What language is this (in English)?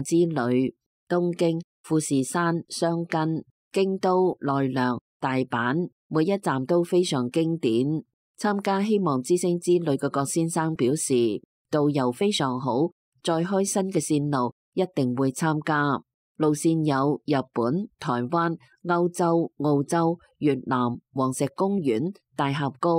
Cantonese